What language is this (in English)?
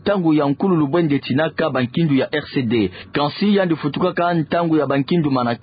Kituba (Democratic Republic of Congo)